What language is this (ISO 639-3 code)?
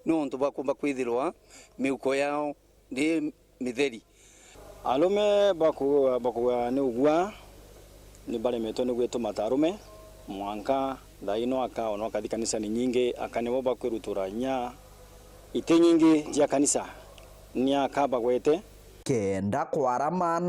mer